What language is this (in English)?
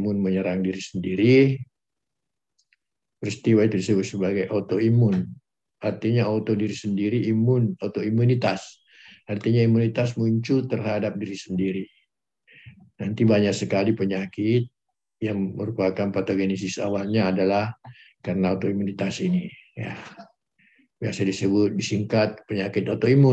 Indonesian